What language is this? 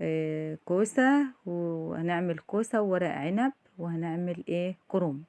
Egyptian Arabic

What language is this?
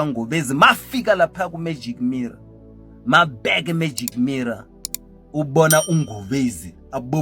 Zulu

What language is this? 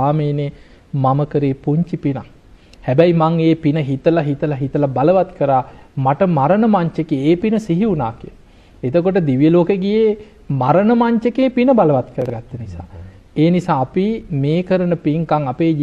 Sinhala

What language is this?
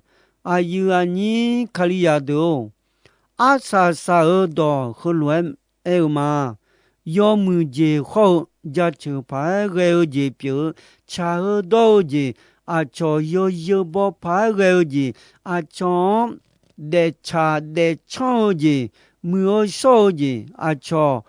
Akha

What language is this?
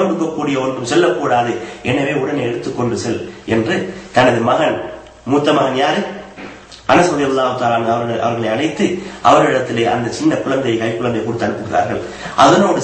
Tamil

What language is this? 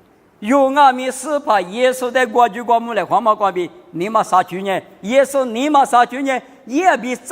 Lisu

